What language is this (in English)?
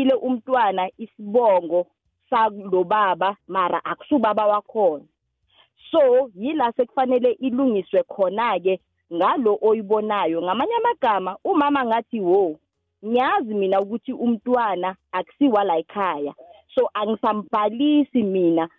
South Ndebele